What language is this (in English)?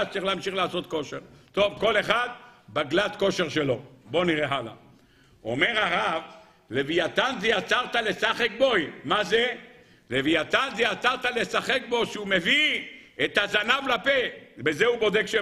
Hebrew